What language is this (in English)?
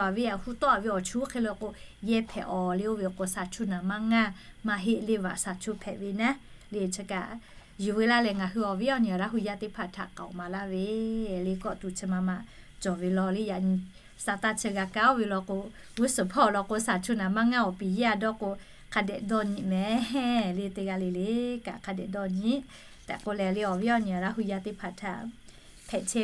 Lahu